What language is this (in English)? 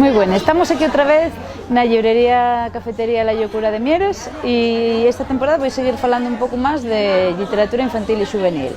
Asturian